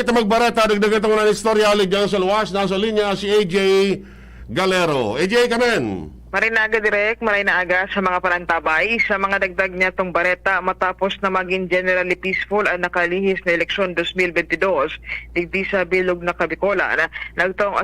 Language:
Bikol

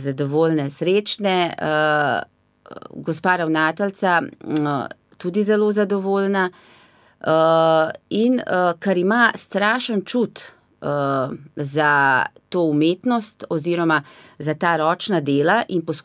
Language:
Slovenian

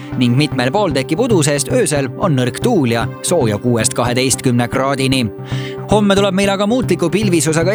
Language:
Estonian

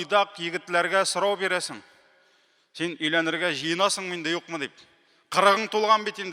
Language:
Tatar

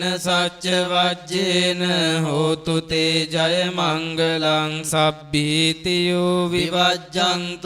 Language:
Pali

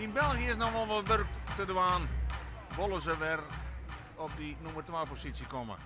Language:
Western Frisian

